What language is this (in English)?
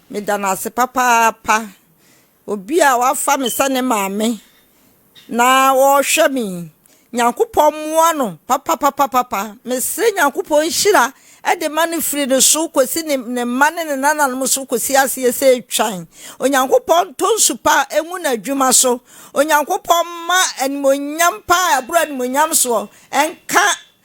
Akan